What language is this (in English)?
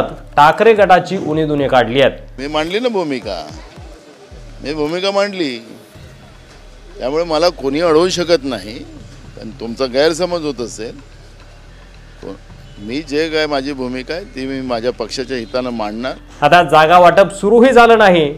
Marathi